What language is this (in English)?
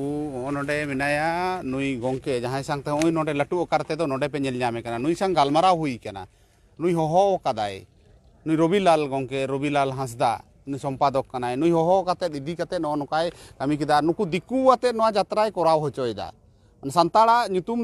Santali